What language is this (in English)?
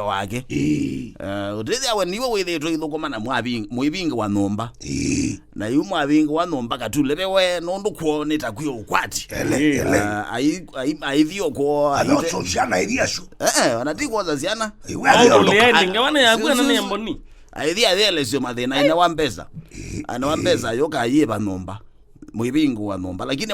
Kamba